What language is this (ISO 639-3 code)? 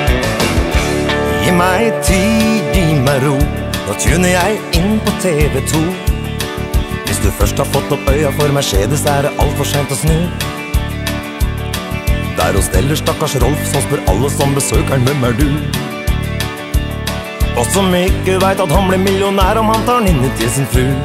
nor